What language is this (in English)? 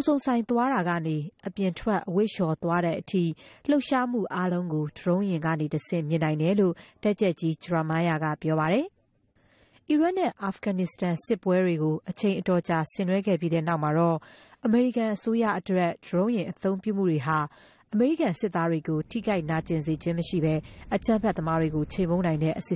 Burmese